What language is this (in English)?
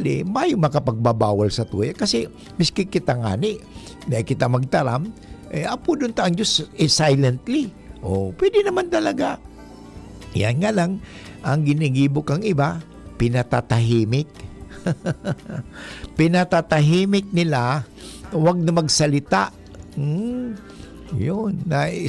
Bikol